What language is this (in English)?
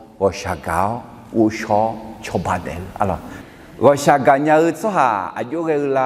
Akha